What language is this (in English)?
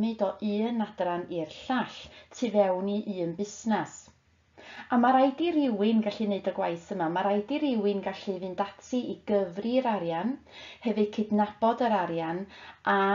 Welsh